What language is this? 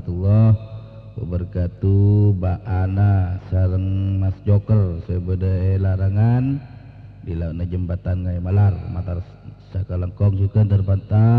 Madurese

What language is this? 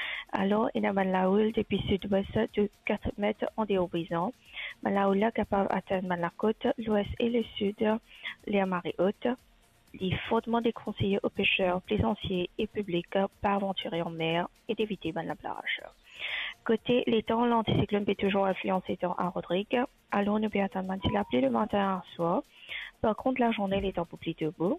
Morisyen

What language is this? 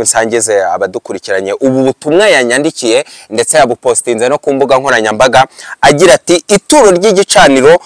Kinyarwanda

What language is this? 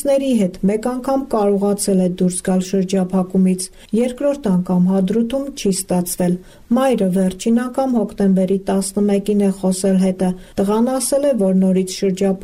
Armenian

